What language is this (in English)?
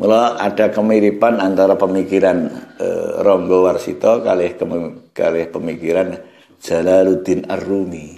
Javanese